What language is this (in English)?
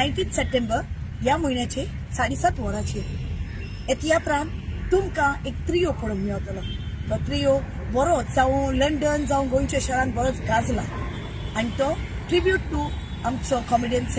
Konkani